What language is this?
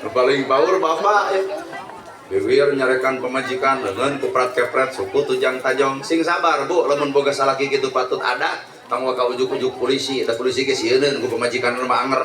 Sundanese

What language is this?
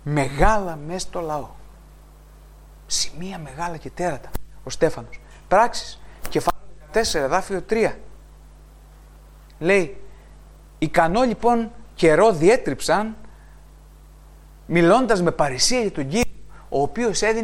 Greek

